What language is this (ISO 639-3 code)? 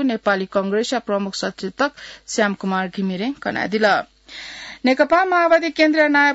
new